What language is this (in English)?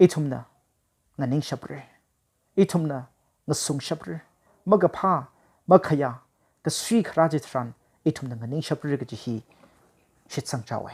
Tangkhul Naga (India)